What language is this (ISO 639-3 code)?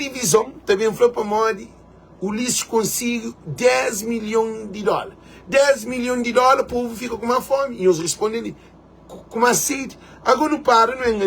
kea